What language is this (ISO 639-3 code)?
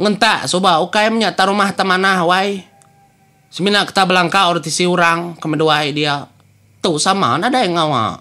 iba